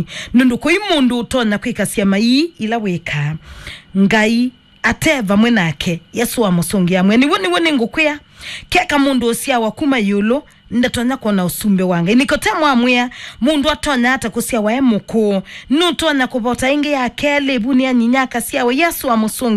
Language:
Kamba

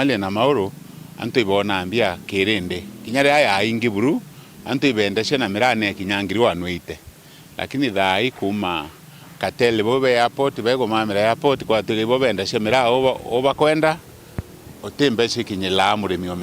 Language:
Meru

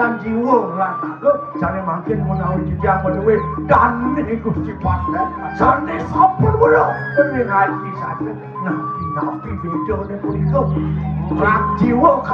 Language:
Balinese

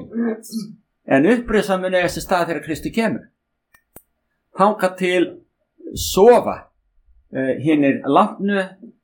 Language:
Icelandic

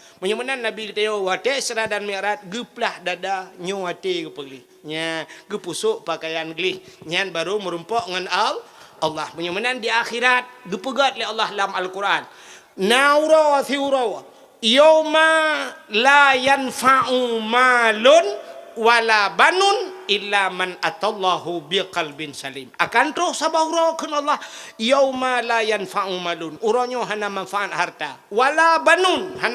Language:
Achinese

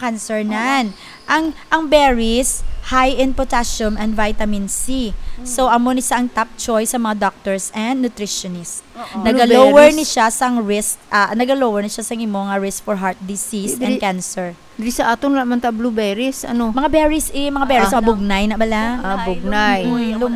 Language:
Hiligaynon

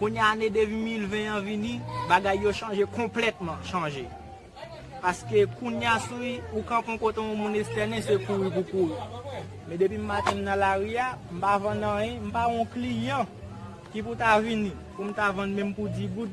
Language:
Haitian Creole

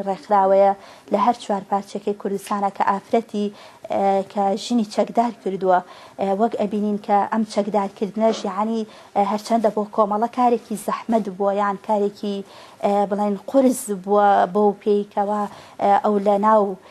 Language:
Central Kurdish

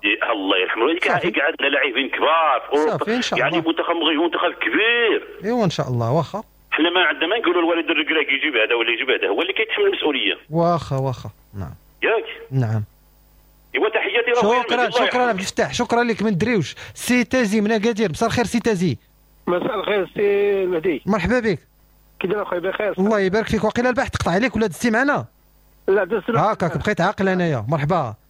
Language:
Moroccan Arabic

